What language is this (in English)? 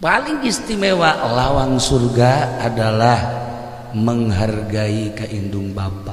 Sundanese